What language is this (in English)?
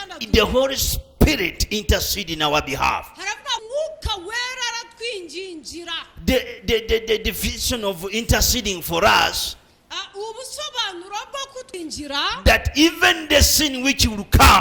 Kinyarwanda